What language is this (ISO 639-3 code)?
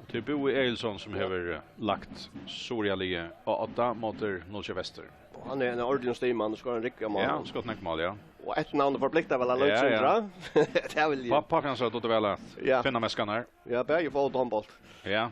fao